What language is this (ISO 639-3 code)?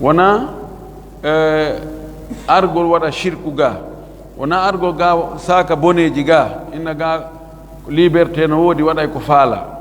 ful